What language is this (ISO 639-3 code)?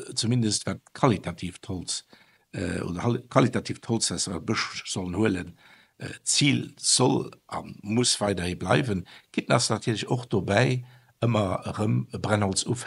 ltz